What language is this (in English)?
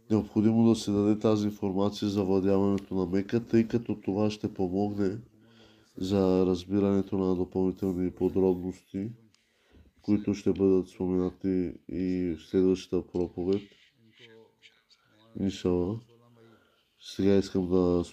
Bulgarian